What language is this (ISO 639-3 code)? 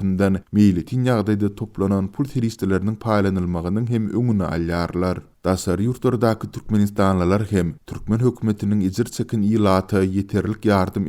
tuk